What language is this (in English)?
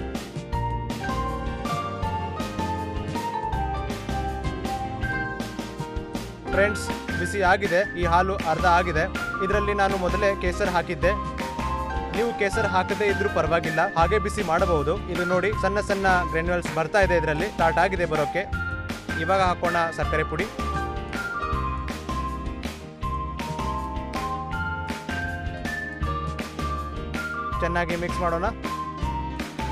Kannada